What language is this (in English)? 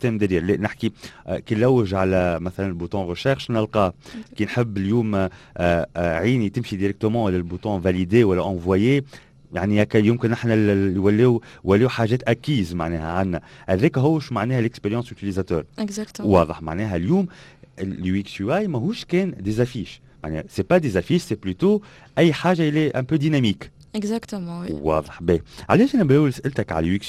Tunisian Arabic